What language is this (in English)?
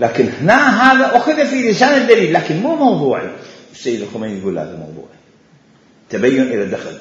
Mesopotamian Arabic